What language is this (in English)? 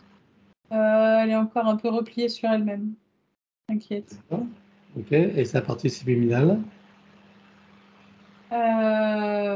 French